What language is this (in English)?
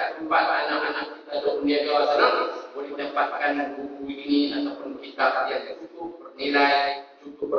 Malay